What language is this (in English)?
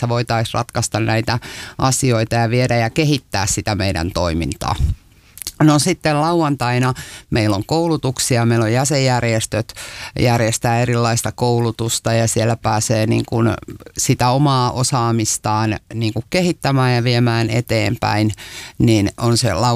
Finnish